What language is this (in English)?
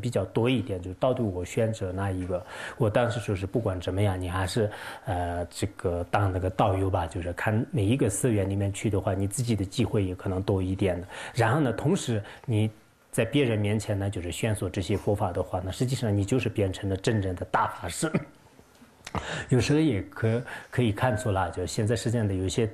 Chinese